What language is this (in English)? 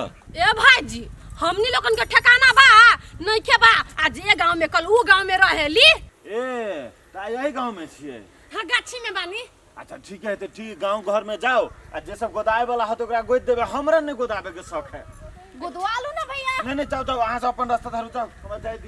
Maithili